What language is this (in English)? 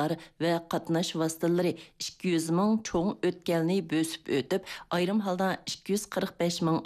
Uyghur